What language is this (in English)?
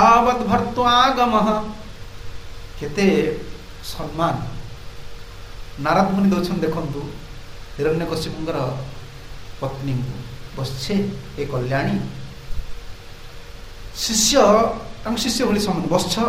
Odia